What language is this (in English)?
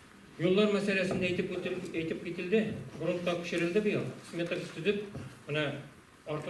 Tatar